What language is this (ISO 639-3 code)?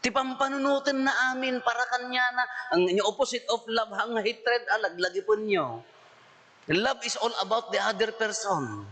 ilo